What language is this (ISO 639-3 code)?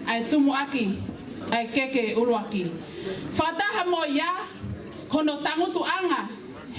ton